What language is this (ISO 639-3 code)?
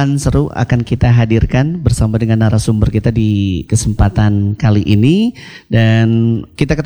ind